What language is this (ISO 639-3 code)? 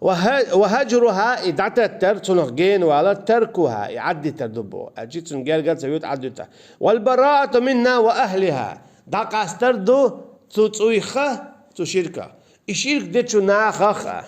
che